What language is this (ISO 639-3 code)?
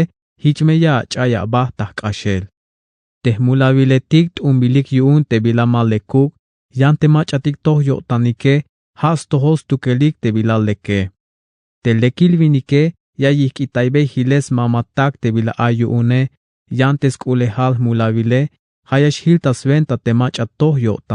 tzh